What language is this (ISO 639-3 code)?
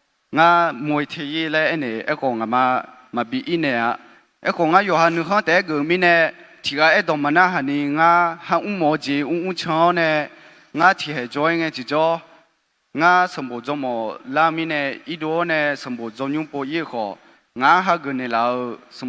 ahk